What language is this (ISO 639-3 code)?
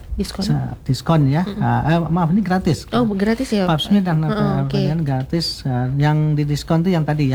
ind